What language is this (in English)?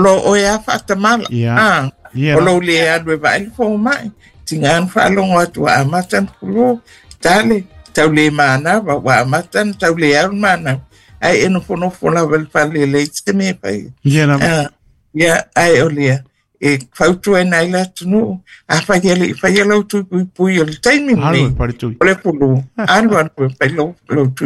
Samoan